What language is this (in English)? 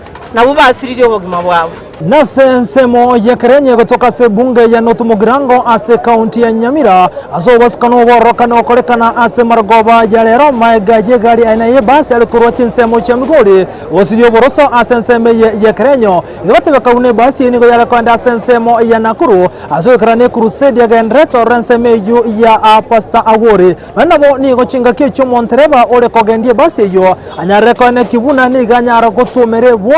Gusii